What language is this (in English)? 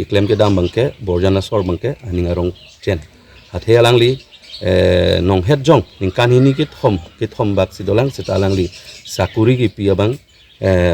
Karbi